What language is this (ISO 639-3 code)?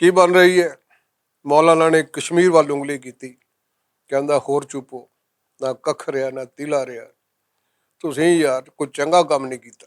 lah